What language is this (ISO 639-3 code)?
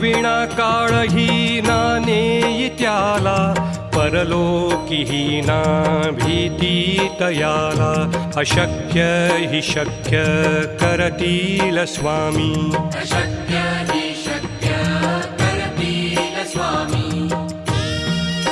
mar